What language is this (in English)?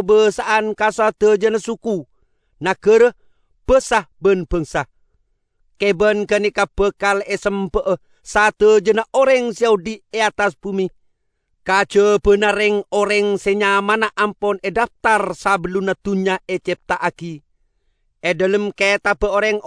Madurese